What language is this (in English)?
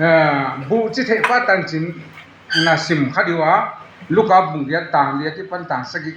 Tedim Chin